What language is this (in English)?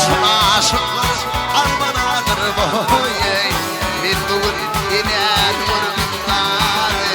Turkmen